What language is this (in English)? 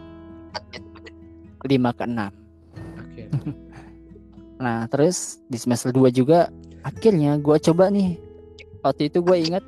Indonesian